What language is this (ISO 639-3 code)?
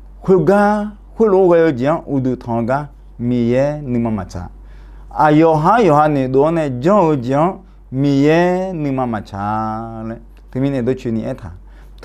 ahk